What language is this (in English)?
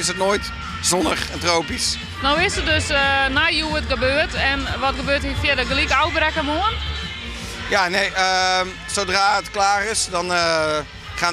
Western Frisian